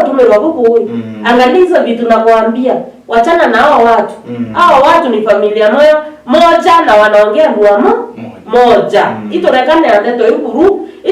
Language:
Meru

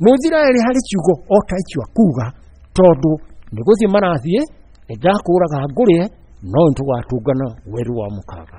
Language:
Kikuyu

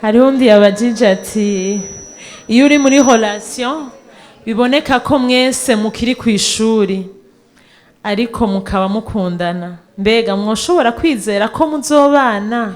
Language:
Rundi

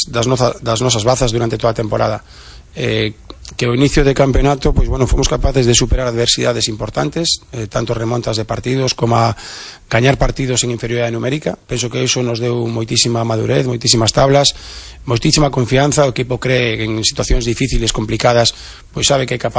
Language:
Galician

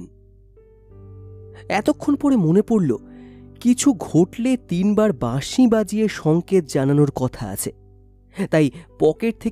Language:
Bangla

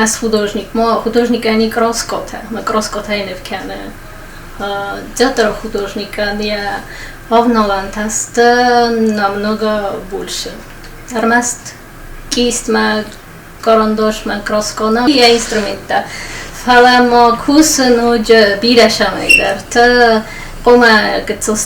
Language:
Ossetic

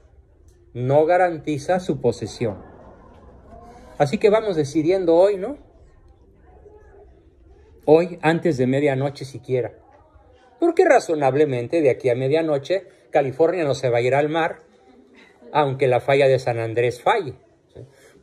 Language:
Spanish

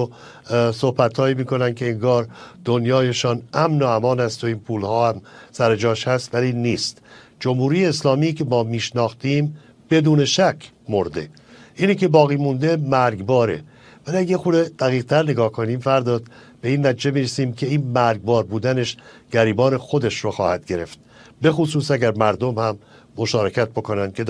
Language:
Persian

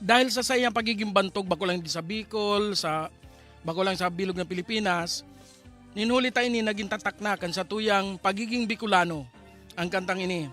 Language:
Bikol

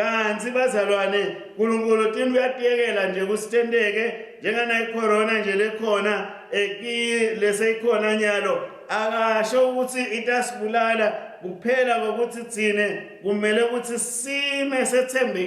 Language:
Swati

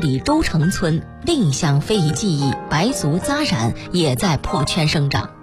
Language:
Chinese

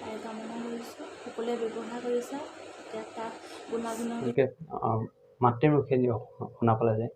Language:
Assamese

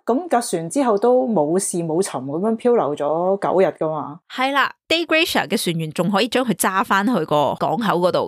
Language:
Cantonese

